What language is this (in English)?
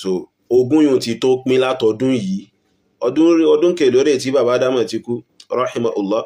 Yoruba